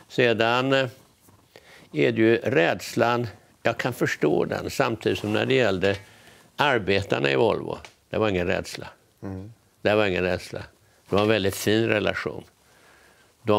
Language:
Swedish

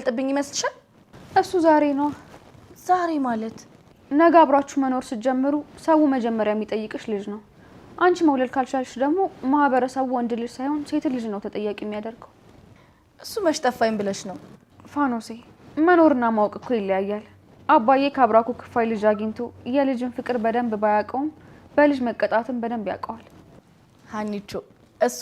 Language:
Amharic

